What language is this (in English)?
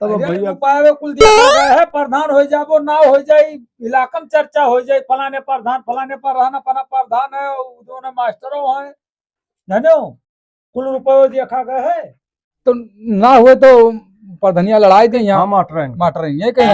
Awadhi